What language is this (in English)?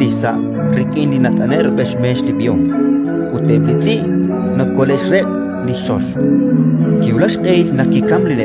Kekchí